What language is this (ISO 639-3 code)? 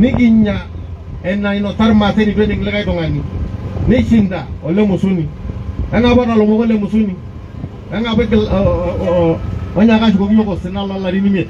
mas